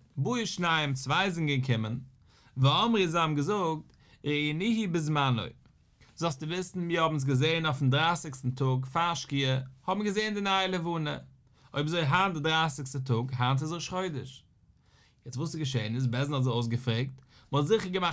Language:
Yiddish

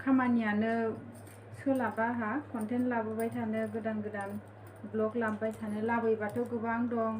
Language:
Bodo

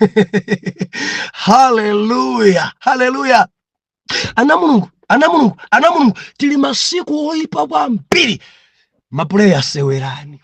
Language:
Nyanja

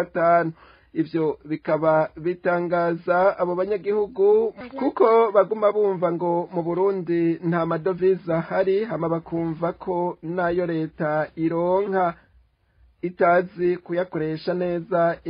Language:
Rundi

